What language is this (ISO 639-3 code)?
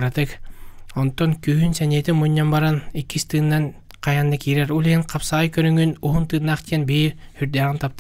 sah